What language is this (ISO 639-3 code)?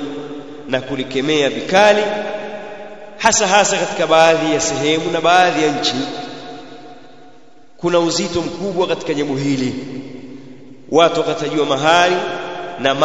swa